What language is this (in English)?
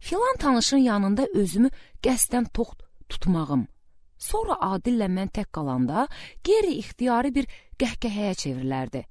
Azerbaijani